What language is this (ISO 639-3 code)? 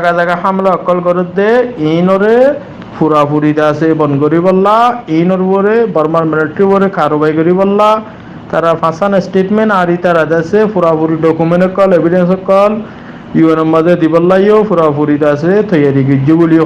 rhg